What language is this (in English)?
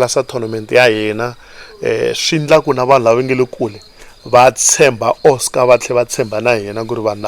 Tsonga